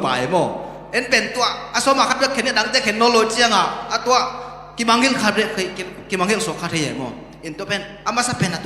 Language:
Tedim Chin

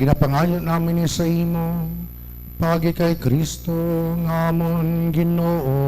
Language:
Hiligaynon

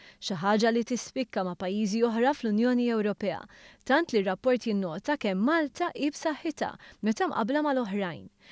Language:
Maltese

